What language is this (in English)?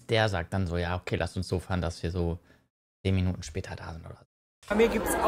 German